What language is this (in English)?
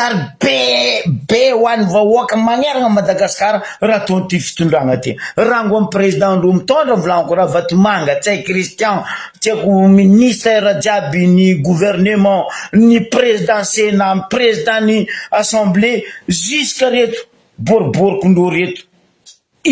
Malagasy